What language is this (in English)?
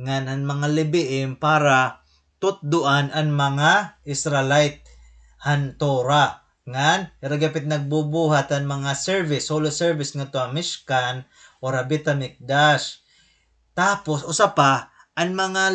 Waray